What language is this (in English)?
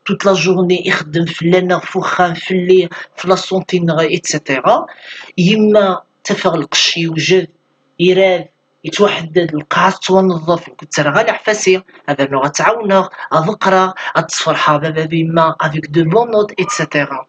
Kabyle